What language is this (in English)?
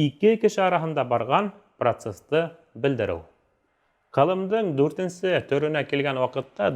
Bashkir